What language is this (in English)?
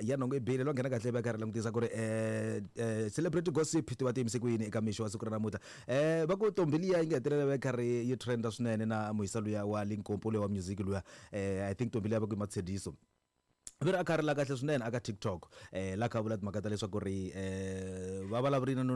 Tsonga